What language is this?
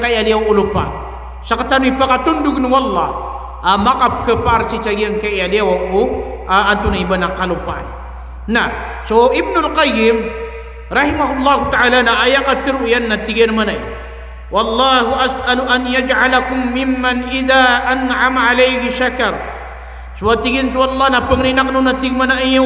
Maranao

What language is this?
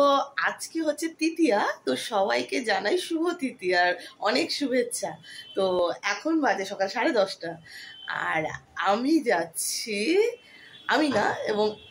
Bangla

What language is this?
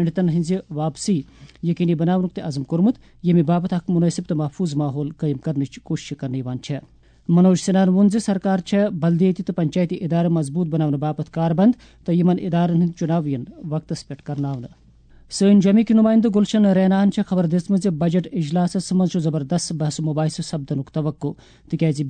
Kashmiri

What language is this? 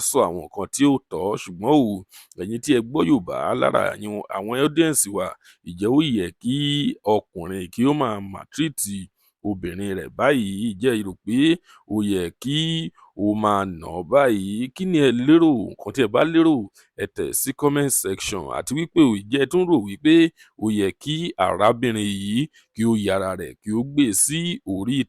Yoruba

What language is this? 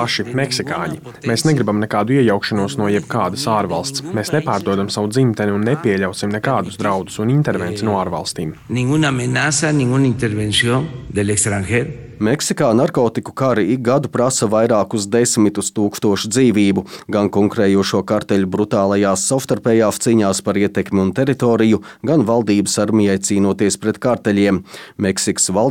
Latvian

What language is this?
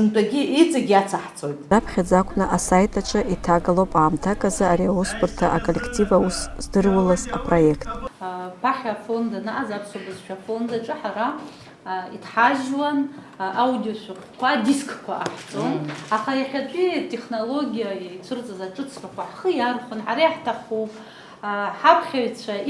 Abkhazian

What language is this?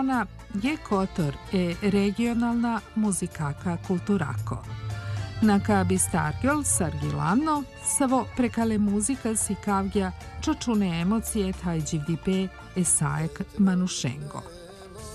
Serbian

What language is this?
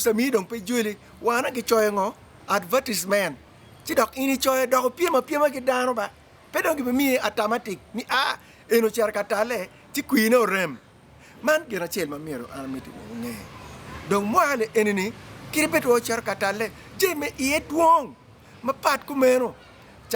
Acoli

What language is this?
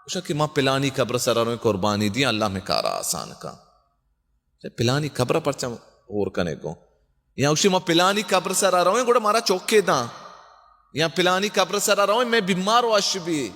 Baluchi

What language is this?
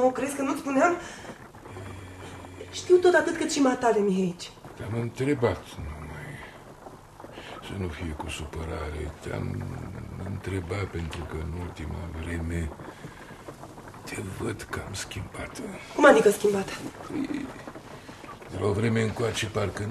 Romanian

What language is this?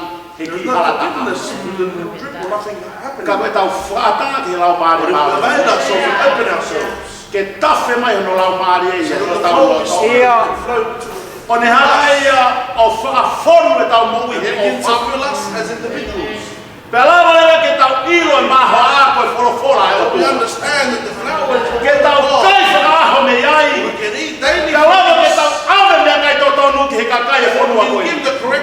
Tongan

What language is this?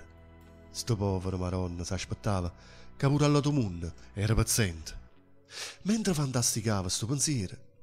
Neapolitan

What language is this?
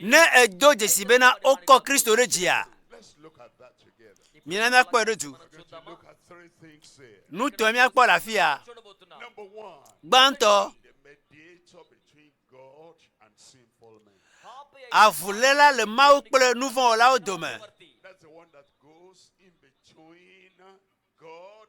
Ewe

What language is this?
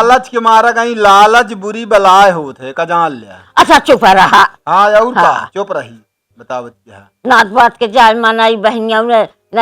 Awadhi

